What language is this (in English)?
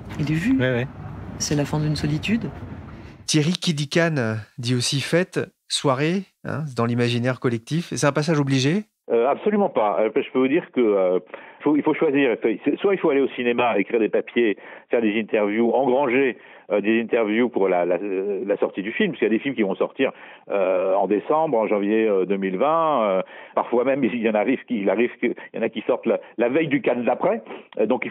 French